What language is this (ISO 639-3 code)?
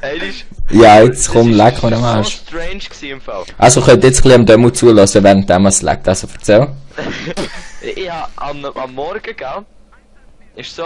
gsw